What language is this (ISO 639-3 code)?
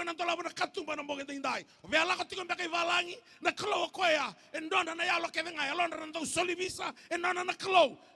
fij